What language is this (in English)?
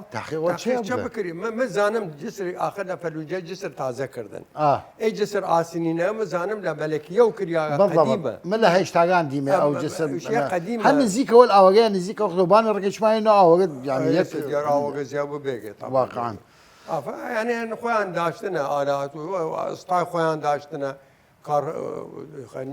Southern Kurdish